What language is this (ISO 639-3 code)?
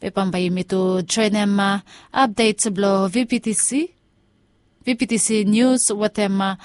bis